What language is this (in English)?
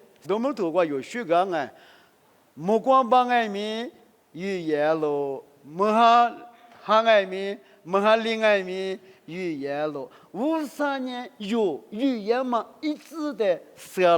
Lisu